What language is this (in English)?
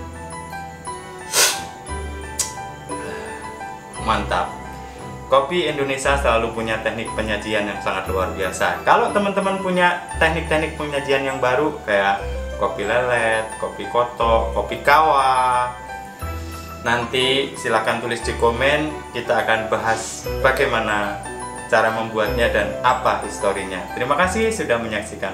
Indonesian